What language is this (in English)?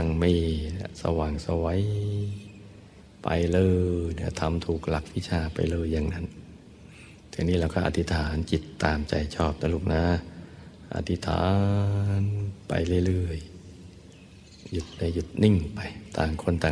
Thai